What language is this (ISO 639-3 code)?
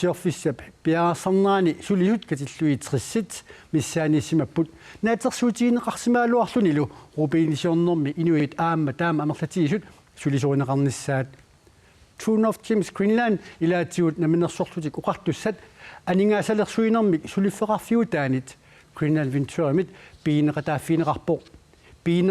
kal